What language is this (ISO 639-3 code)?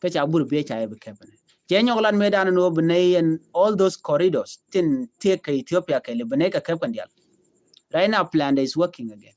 nus